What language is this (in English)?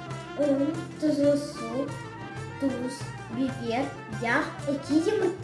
Crimean Tatar